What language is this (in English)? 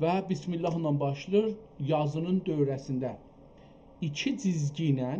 South Azerbaijani